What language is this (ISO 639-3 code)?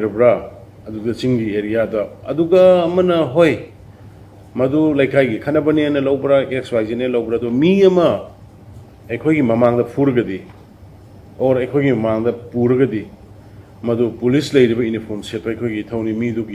mni